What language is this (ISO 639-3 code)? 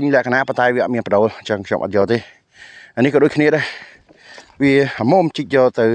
khm